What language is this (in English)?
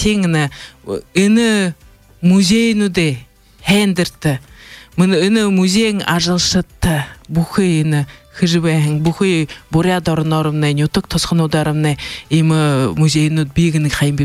Buriat